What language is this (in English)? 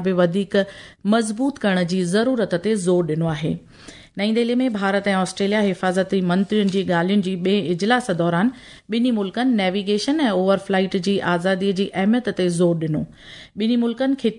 Sindhi